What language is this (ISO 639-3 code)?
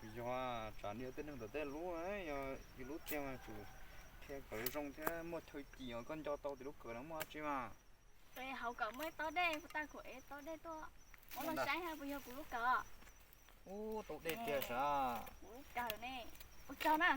hmn